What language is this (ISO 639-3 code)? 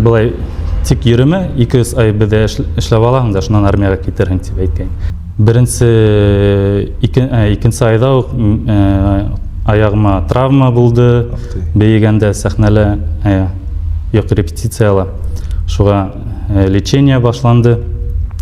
bak